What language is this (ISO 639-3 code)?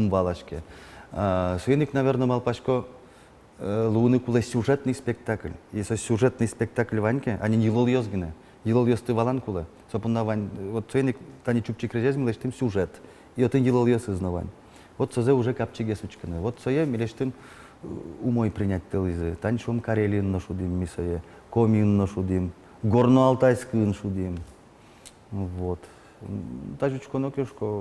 udm